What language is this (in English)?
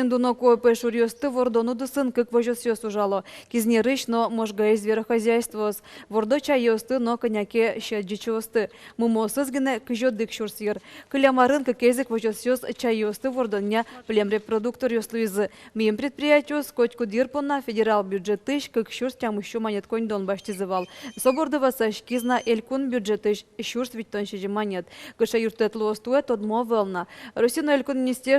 Udmurt